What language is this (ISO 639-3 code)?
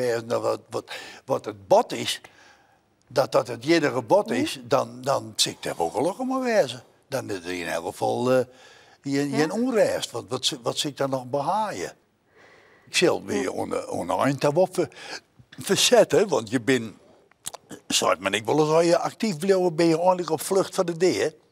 fry